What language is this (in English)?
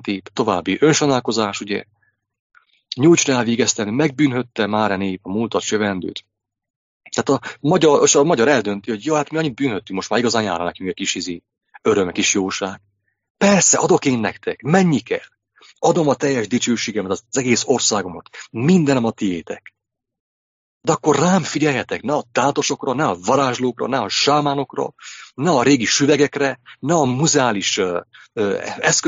Hungarian